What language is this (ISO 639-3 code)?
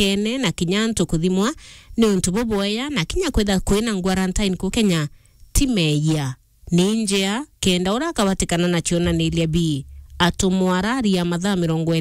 mer